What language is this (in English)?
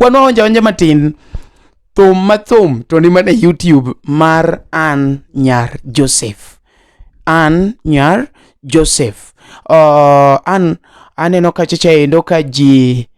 Luo (Kenya and Tanzania)